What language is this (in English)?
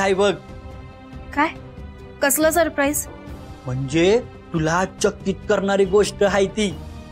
Marathi